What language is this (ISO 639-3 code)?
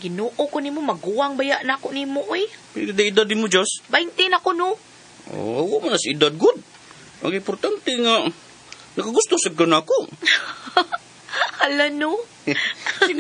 ceb